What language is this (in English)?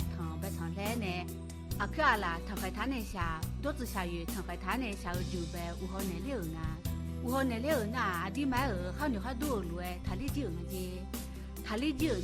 Akha